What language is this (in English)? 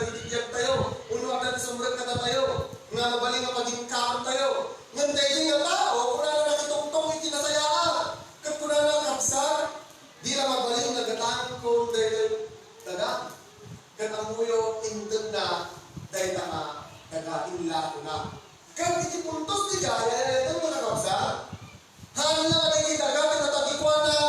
Iloko